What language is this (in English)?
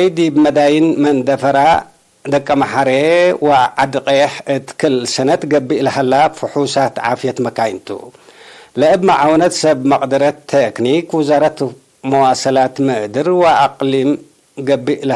Tigre